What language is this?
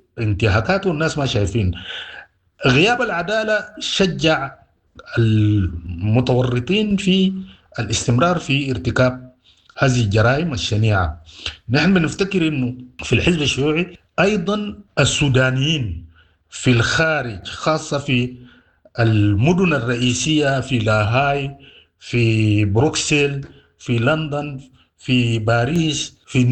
Sudanese Arabic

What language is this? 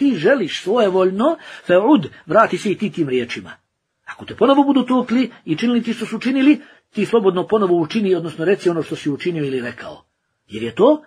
Bosnian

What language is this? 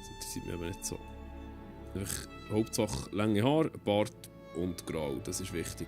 Swiss German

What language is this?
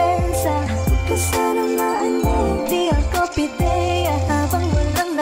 Filipino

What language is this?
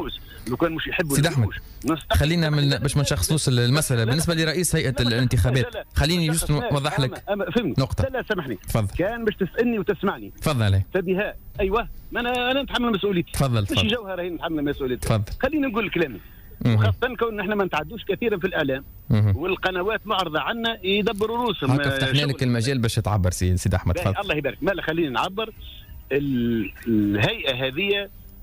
Tunisian Arabic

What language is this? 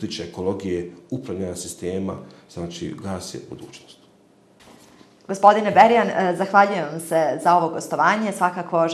Bosnian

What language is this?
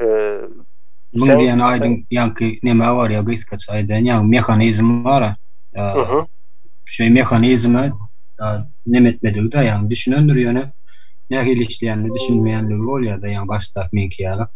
Turkmen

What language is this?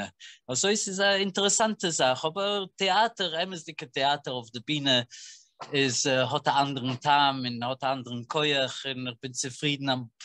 Yiddish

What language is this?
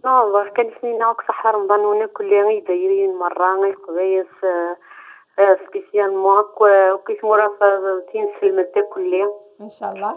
Kabyle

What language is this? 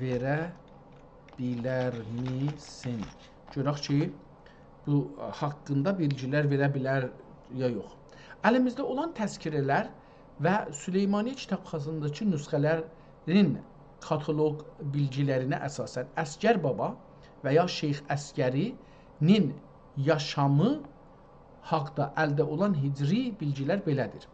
South Azerbaijani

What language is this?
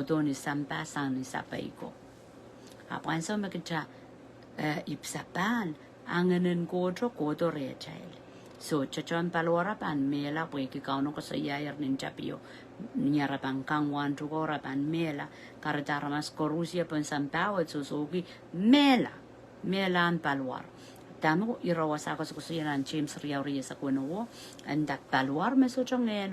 Pohnpeian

